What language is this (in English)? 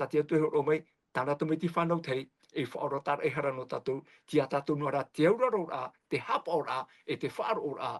Tahitian